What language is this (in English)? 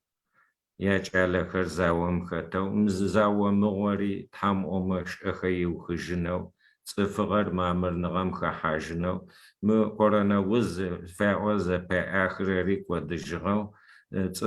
Adyghe